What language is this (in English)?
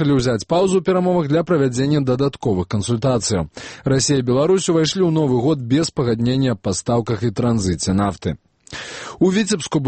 Belarusian